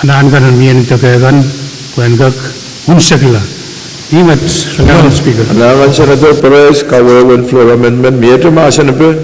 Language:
Pohnpeian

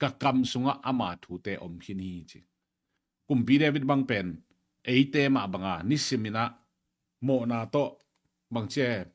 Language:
Tedim Chin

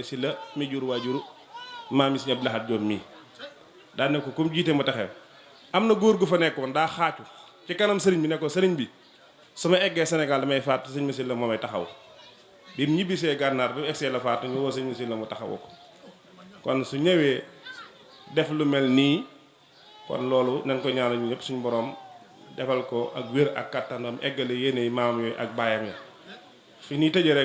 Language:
Wolof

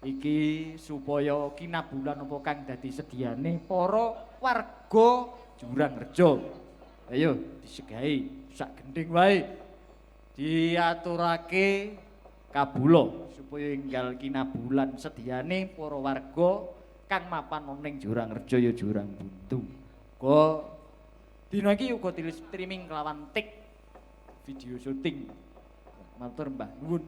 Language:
Javanese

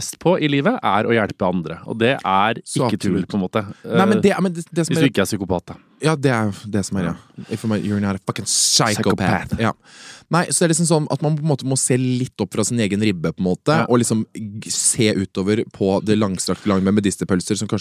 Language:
Norwegian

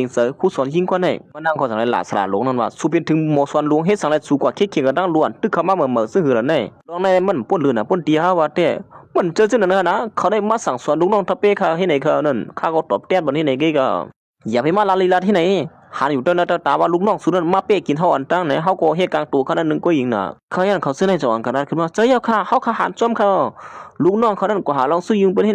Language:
Shan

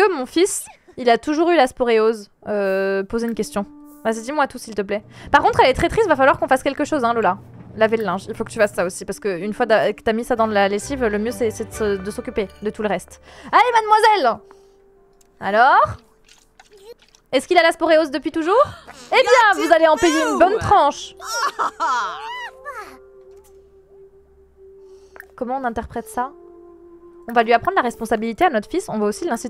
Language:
French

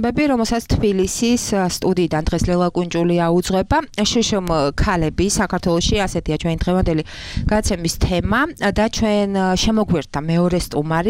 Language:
Georgian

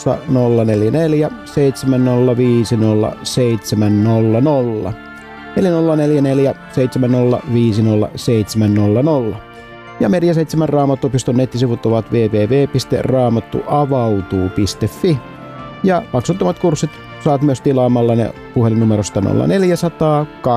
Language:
Finnish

